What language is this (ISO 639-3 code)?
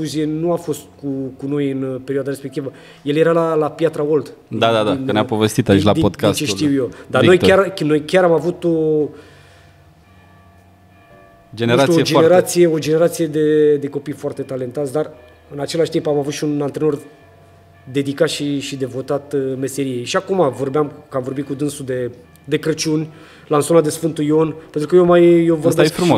ron